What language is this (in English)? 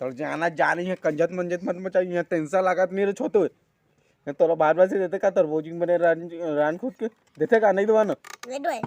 Chhattisgarhi